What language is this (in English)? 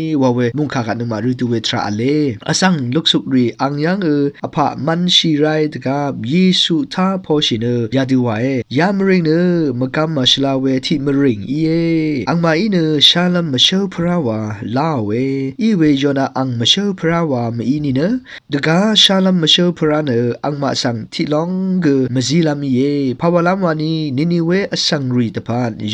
Rawang